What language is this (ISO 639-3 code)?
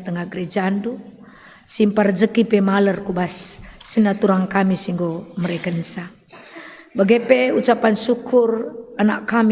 btx